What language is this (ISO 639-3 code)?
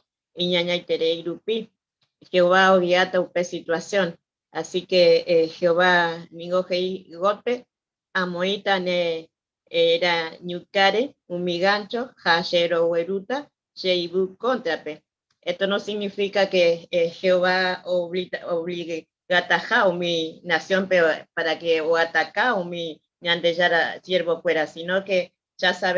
grn